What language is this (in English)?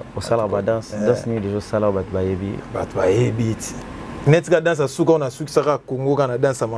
Lingala